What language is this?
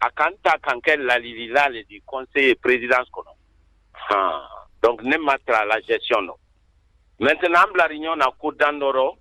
Bambara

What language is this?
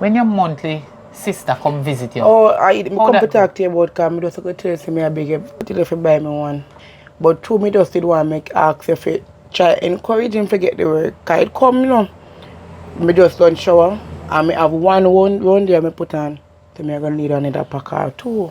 Jamaican Creole English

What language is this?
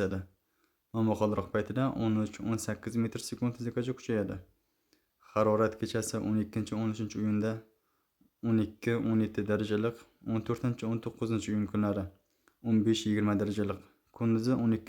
Uzbek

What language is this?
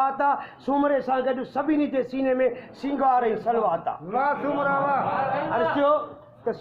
Sindhi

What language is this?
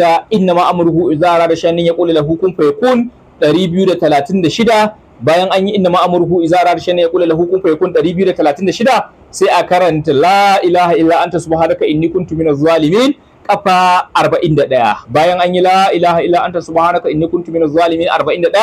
Hausa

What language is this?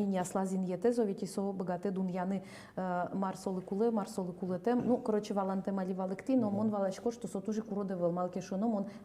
Udmurt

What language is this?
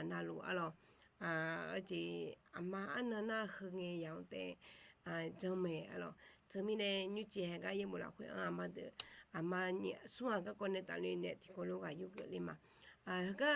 Akha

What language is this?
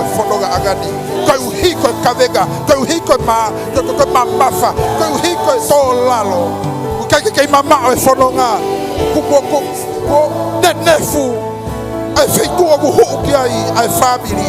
Tongan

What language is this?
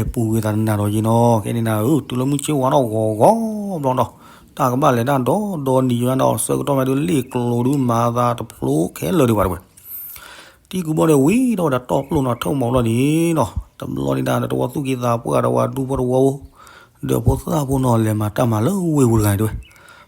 S'gaw Karen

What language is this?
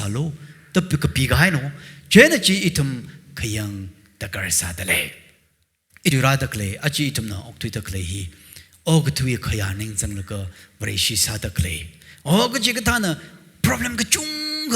Tangkhul Naga (India)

